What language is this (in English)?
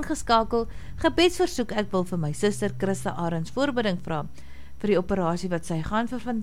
Afrikaans